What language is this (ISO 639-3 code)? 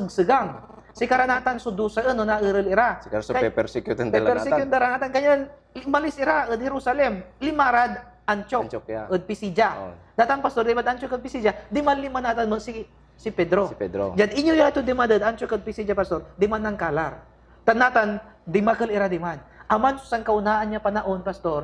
pag